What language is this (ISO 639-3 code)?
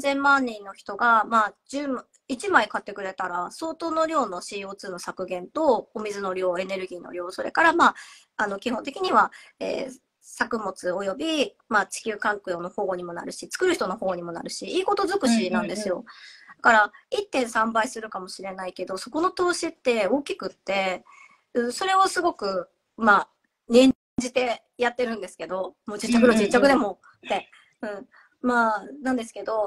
jpn